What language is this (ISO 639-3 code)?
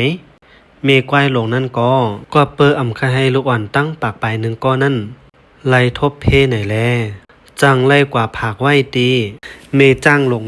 shn